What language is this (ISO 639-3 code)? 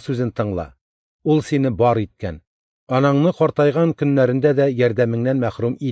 tat